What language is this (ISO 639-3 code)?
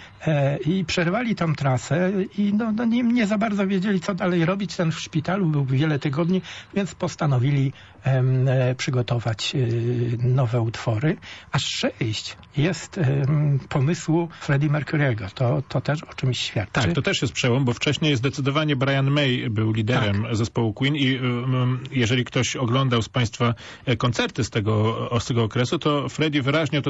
pol